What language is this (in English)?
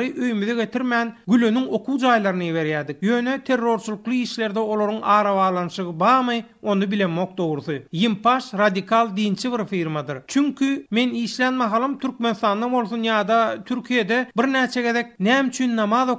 Turkmen